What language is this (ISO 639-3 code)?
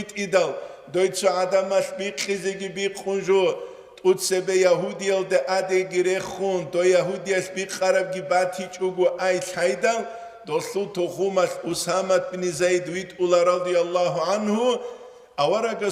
ava